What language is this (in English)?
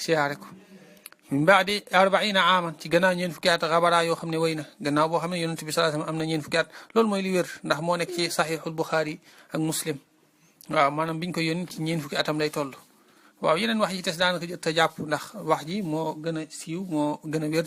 Wolof